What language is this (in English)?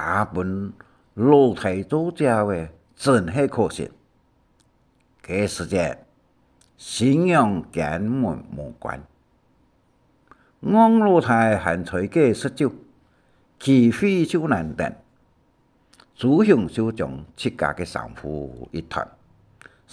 Hakka Chinese